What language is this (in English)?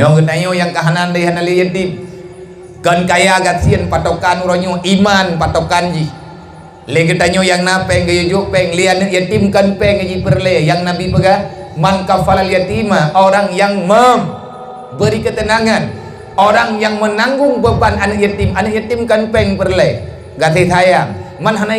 Achinese